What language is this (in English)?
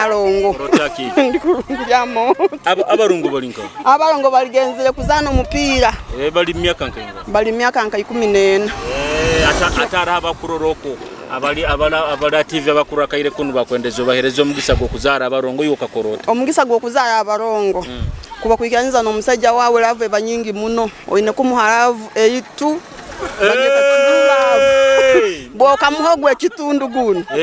Nyoro